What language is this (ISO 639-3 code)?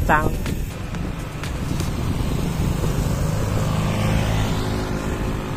ind